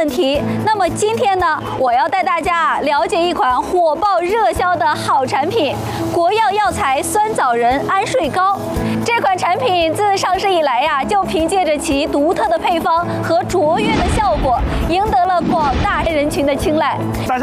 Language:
Chinese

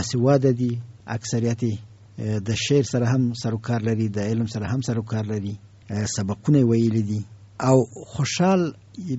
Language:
Pashto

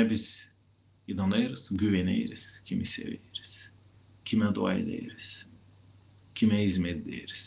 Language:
Gagauz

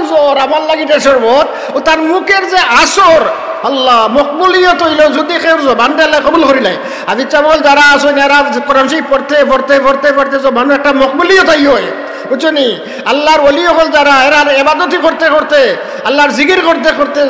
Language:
Sylheti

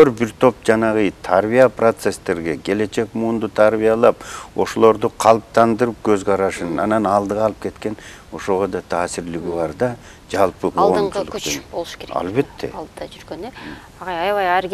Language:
Kyrgyz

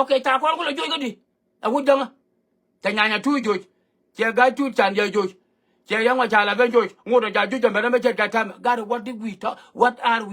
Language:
Nuer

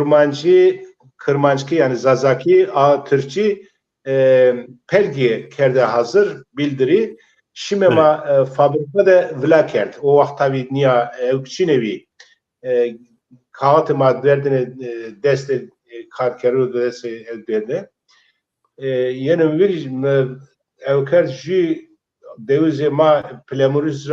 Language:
Zaza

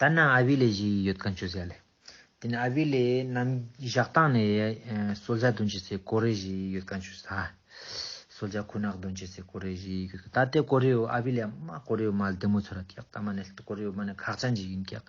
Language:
Ladakhi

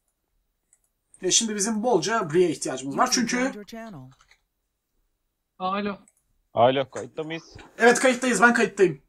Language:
Turkish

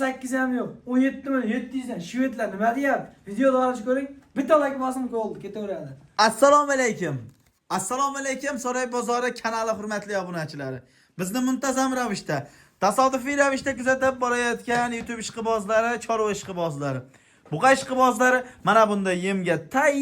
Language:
Uzbek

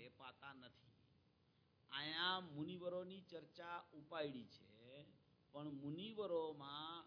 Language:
Gujarati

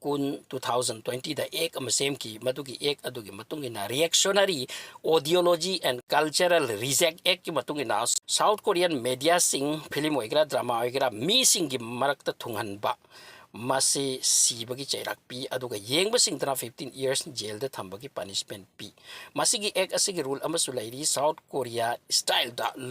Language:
Manipuri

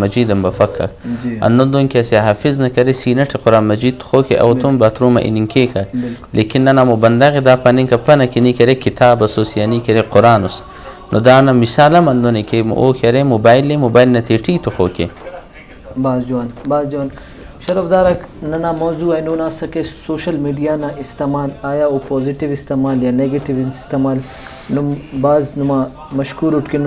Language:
Brahui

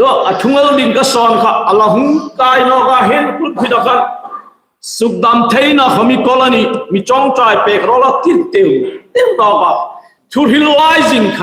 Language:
Hmar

